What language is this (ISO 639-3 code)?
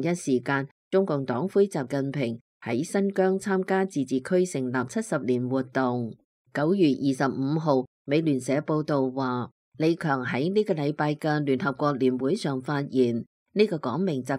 yue